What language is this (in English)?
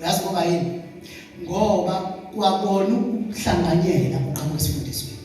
Zulu